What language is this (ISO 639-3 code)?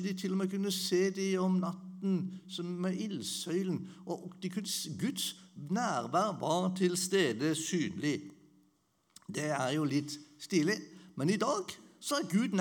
nor